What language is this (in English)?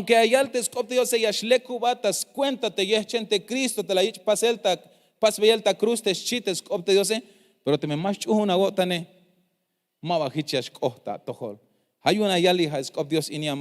Tzeltal